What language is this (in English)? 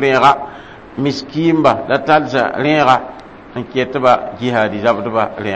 Mossi